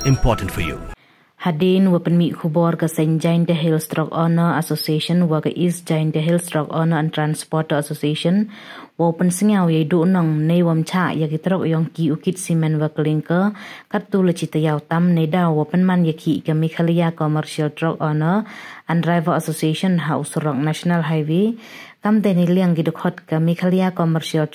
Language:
Pnar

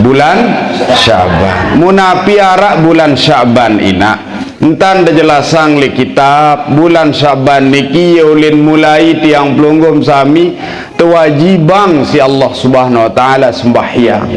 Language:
Sasak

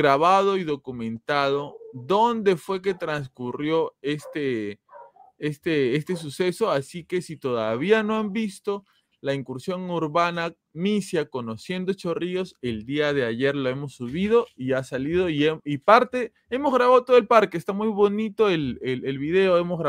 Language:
Spanish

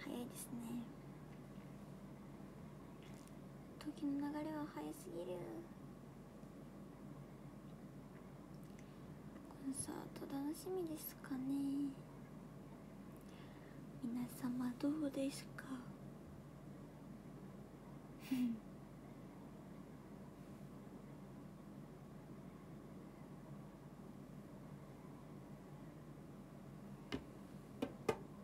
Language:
Japanese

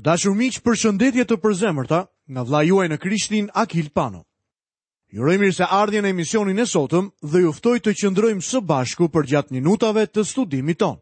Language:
Albanian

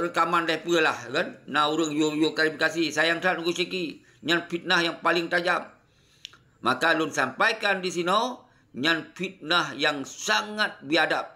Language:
Achinese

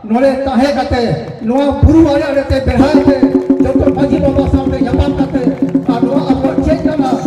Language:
Santali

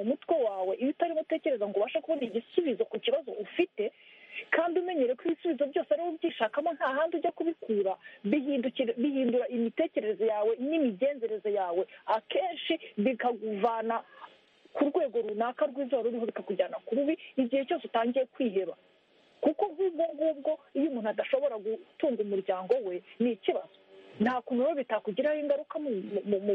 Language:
Kinyarwanda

